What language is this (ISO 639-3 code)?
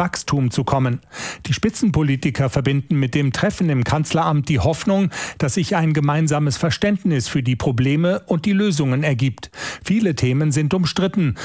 deu